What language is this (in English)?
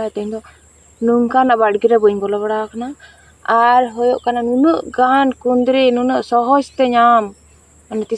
Santali